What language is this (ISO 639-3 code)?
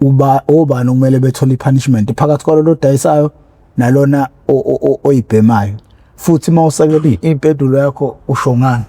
zul